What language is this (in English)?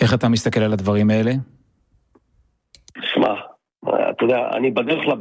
Hebrew